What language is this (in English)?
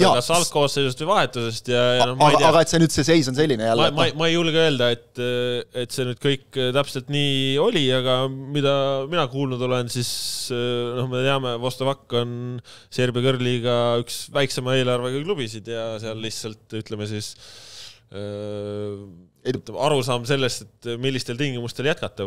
Estonian